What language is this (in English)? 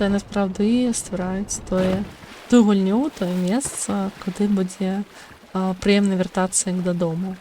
Belarusian